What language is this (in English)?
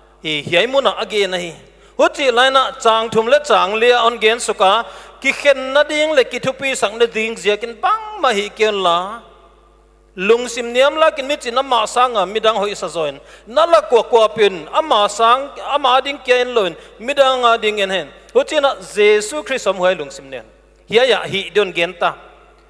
Paite Chin